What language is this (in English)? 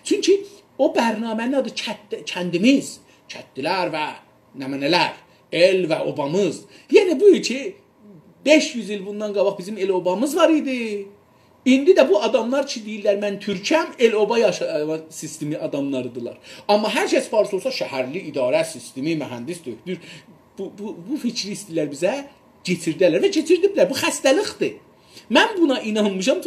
South Azerbaijani